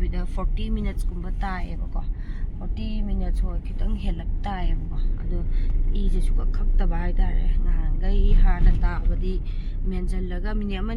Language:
Manipuri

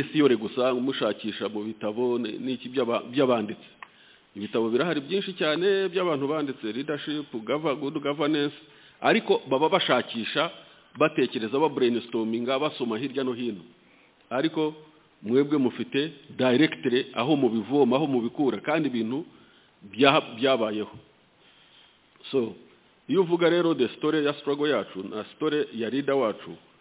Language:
Kinyarwanda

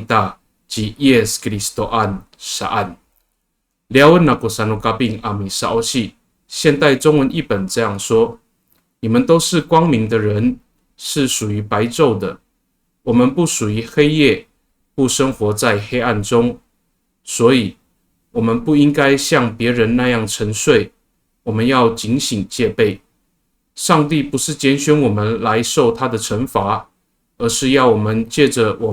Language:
Amis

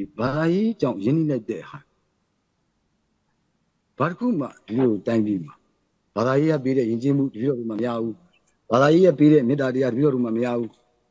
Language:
Burmese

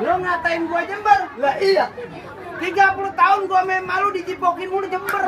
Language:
Betawi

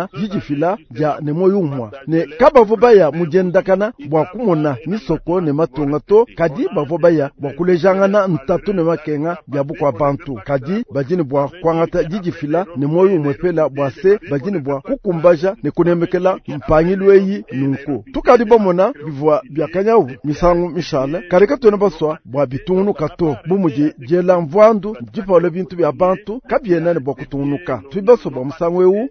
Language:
Luba-Lulua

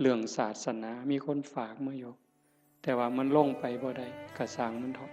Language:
Northeastern Thai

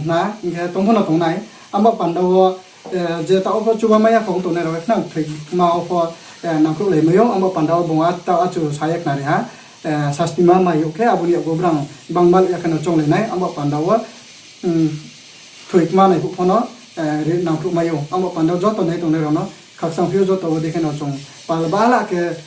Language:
Riang (India)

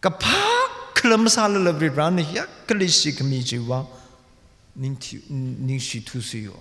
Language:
Tangkhul Naga (India)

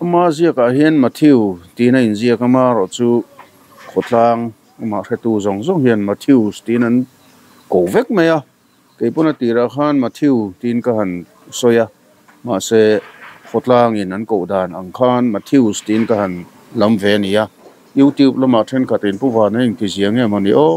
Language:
Mizo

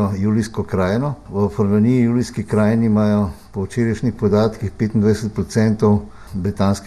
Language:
Slovenian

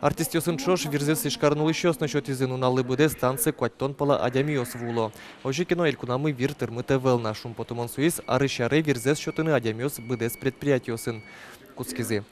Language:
Udmurt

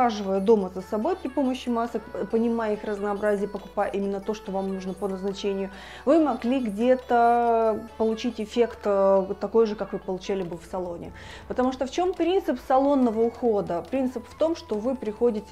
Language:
Russian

